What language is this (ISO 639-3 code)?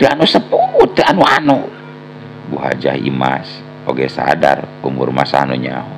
sun